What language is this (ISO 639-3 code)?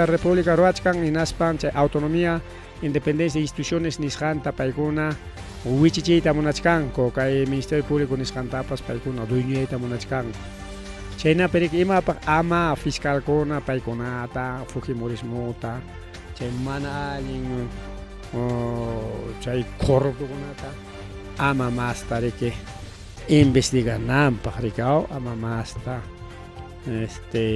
quy